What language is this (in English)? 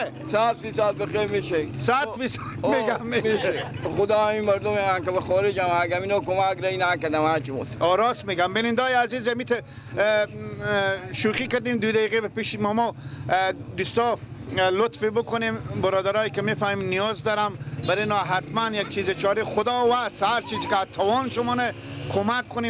Persian